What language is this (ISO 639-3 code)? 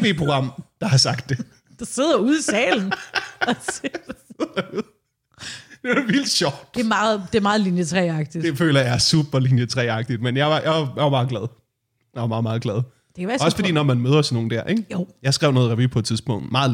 dan